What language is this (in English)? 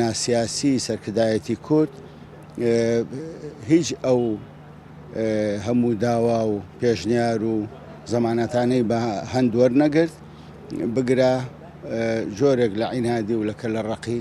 Central Kurdish